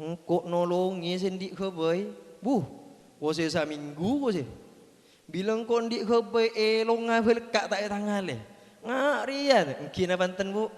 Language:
Madurese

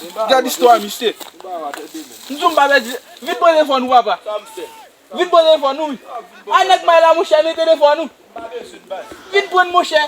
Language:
Haitian Creole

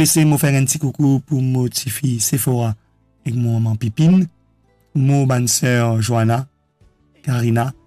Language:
Morisyen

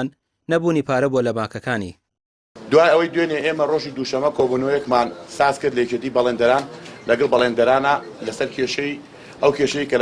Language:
Central Kurdish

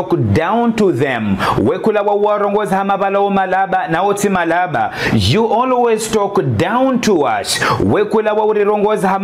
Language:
Ngazidja Comorian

